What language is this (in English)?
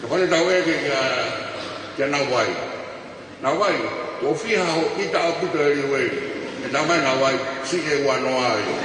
Tongan